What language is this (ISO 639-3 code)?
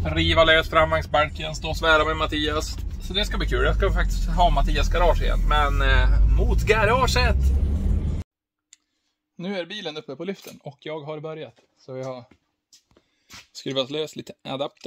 swe